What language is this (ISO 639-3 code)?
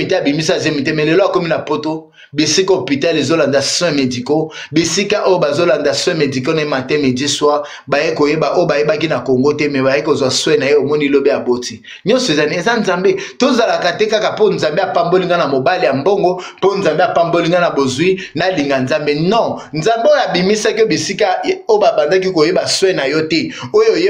lin